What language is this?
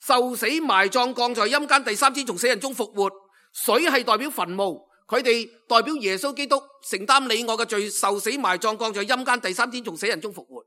Cantonese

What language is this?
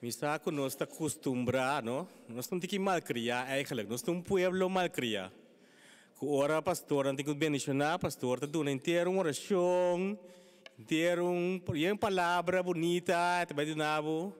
Papiamento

